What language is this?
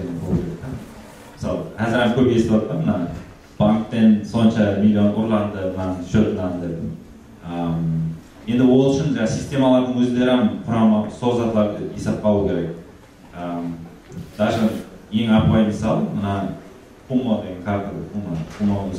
Kara-Kalpak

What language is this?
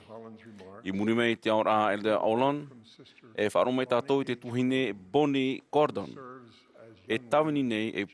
Tahitian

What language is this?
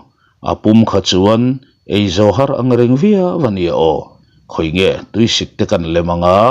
Mizo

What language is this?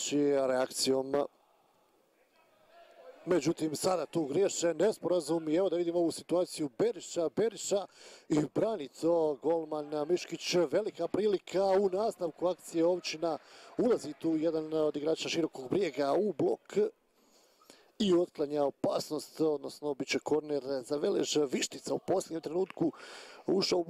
Croatian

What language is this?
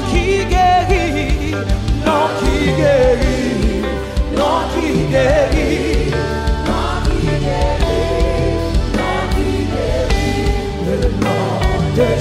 French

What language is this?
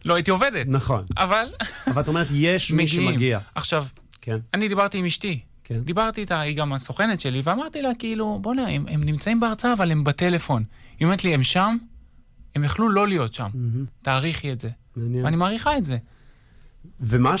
Hebrew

